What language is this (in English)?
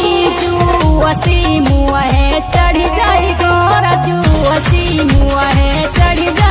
Bhojpuri